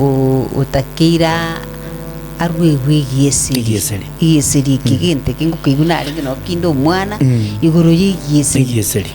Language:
Gusii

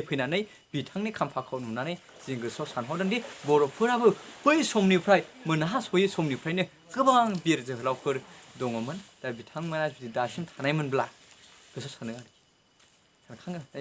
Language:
Bodo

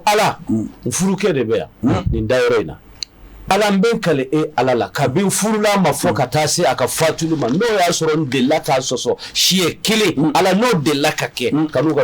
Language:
Bambara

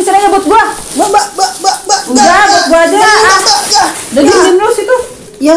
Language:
Betawi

